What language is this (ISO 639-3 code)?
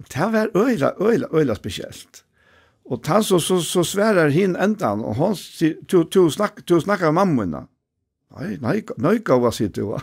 fao